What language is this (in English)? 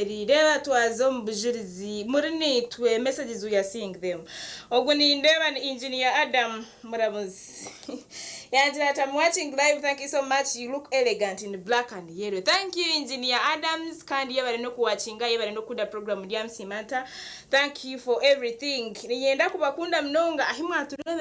Nyankole